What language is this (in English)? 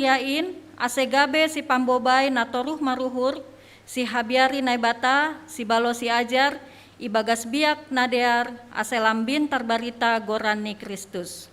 Batak Simalungun